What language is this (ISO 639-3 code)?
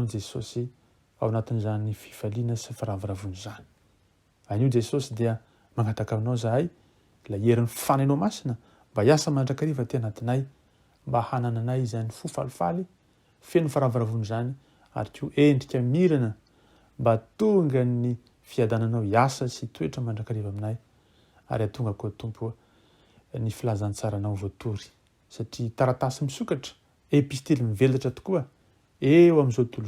mlg